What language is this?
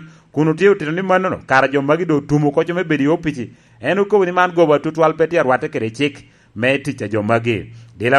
Lango (Uganda)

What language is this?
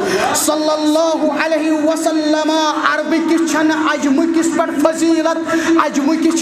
Kashmiri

